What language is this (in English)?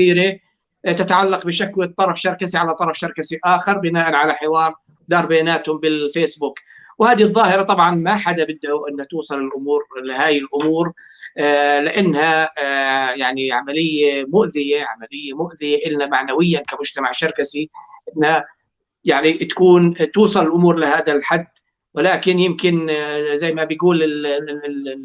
North Levantine Arabic